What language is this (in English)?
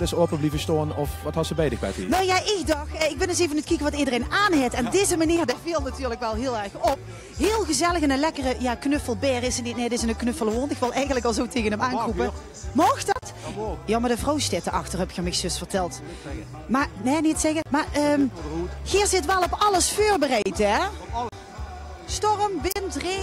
Limburgish